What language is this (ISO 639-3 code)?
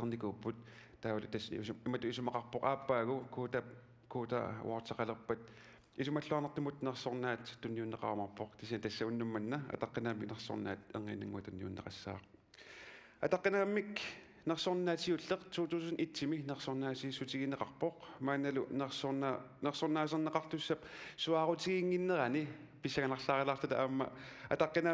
kal